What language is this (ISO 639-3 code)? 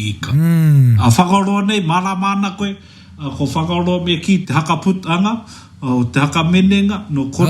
mri